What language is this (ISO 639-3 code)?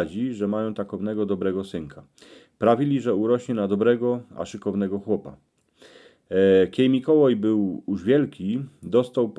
szl